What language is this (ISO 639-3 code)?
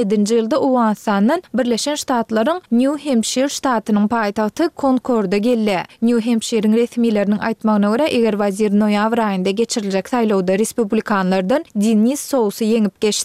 tuk